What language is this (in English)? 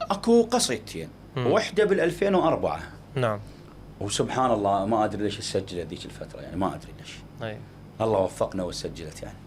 Mesopotamian Arabic